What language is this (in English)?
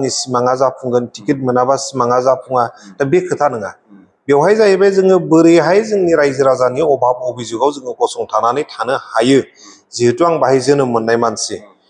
Bodo